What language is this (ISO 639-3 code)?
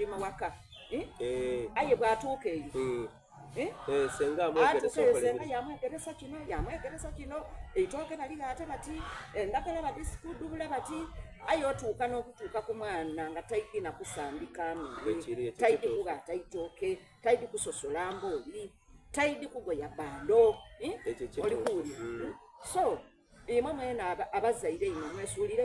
xog